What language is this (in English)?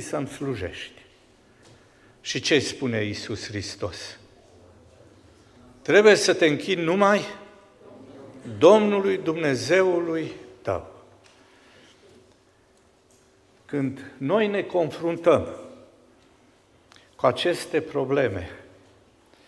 Romanian